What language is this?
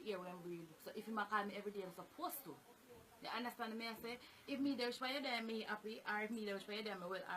Jamaican Creole English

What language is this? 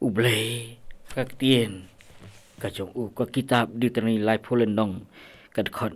Khasi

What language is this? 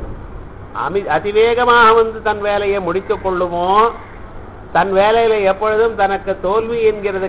Tamil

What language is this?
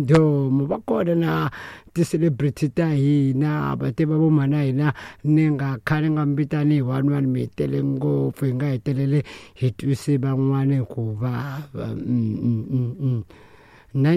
Tsonga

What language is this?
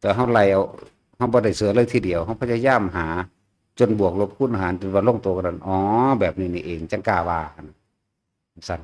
Northeastern Thai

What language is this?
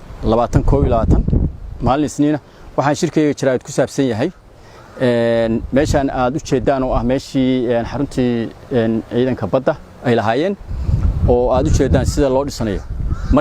Somali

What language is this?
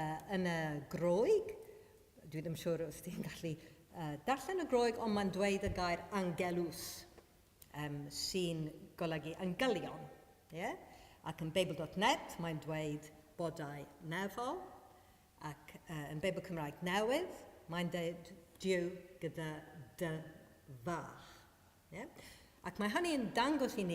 Welsh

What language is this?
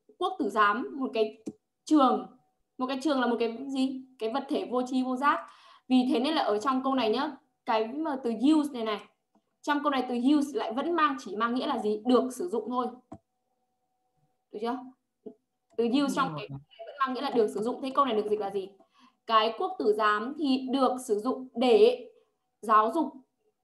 Vietnamese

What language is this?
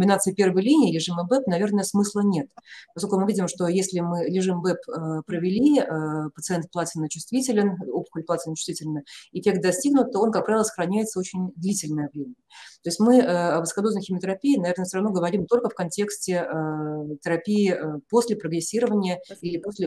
Russian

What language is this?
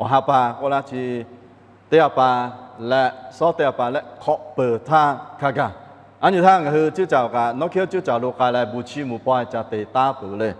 Lahu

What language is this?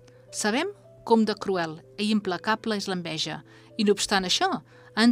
Catalan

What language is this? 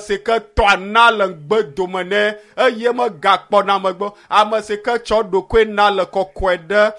Ewe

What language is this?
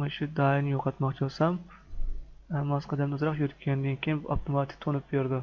Uyghur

